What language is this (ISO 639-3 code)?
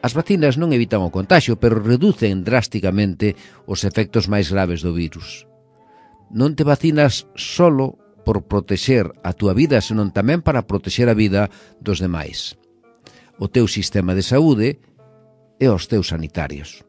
glg